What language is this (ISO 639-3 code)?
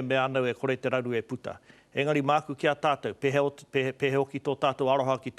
mri